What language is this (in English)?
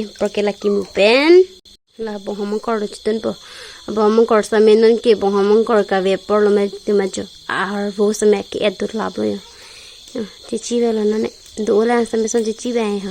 Karbi